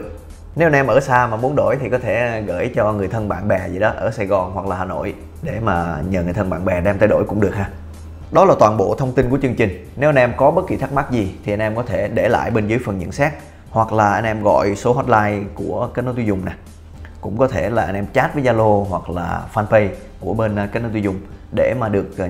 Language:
Vietnamese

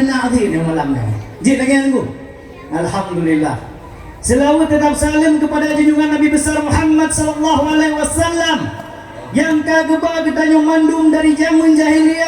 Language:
Achinese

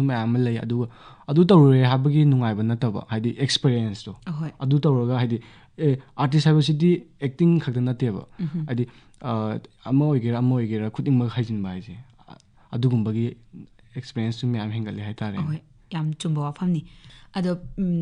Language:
Manipuri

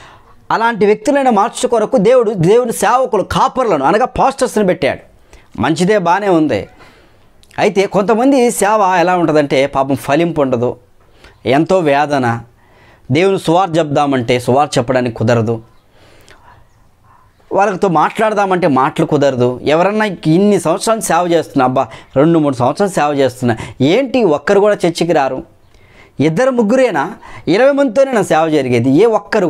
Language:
Telugu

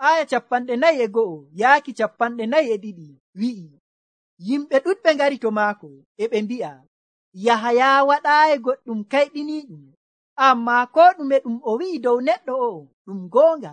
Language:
Nigerian Fulfulde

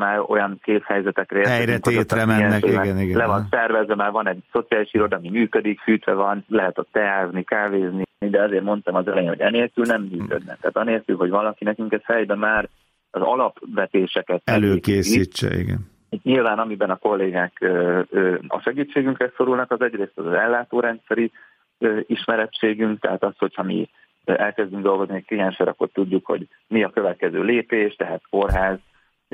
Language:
Hungarian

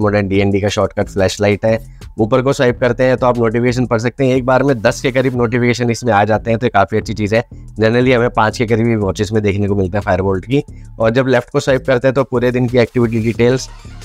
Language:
Hindi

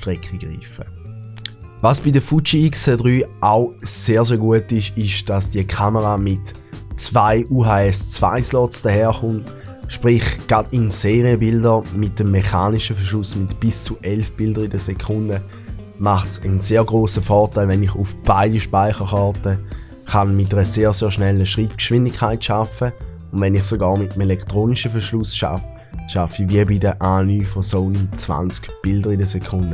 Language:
Swiss German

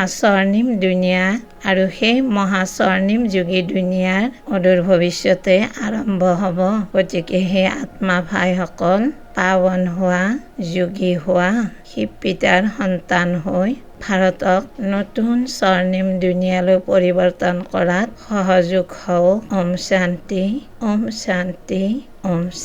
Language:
Assamese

